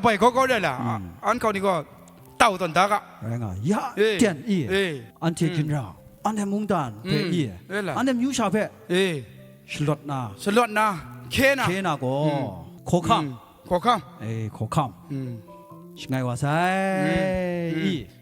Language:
Kachin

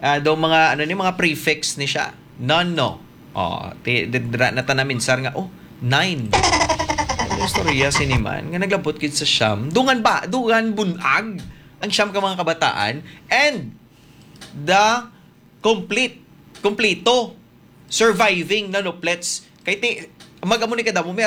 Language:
Hiligaynon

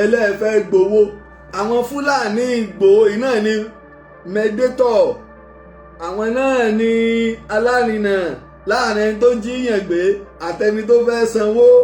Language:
Yoruba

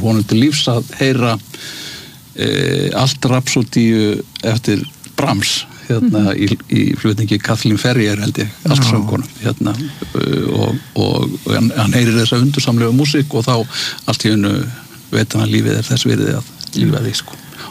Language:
Icelandic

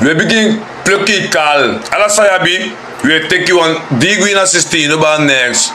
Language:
Sranan Tongo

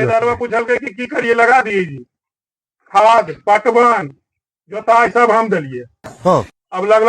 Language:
Magahi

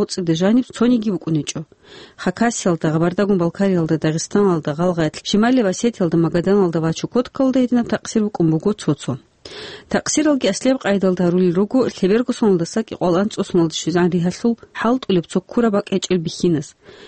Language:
Avaric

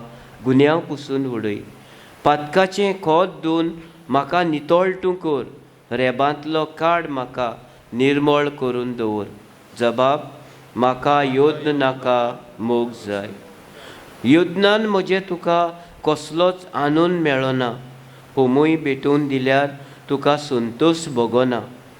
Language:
Konkani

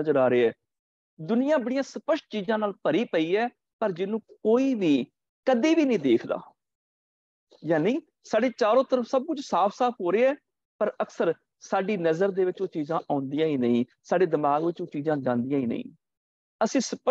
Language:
Punjabi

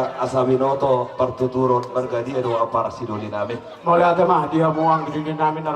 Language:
Batak Toba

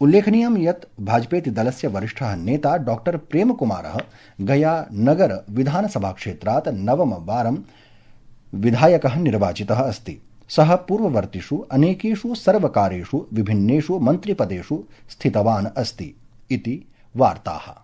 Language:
Sanskrit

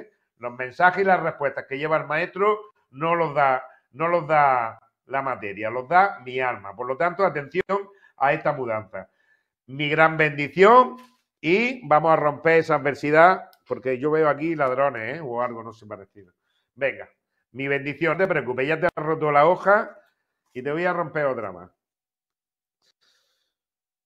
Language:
Spanish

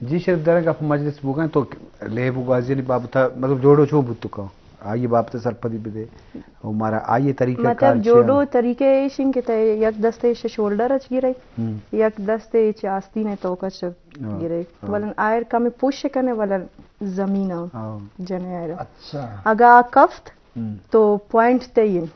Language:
Eastern Balochi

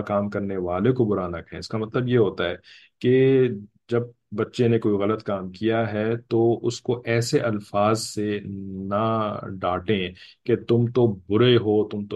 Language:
Urdu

